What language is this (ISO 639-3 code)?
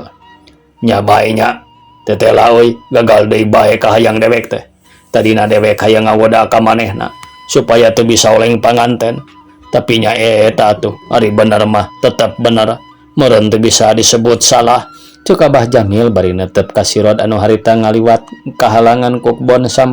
sun